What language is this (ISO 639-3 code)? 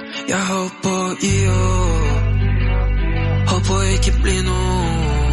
nor